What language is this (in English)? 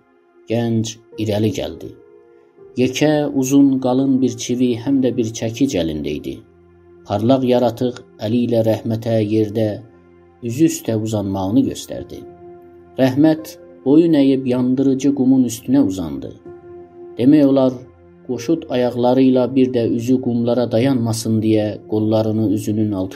South Azerbaijani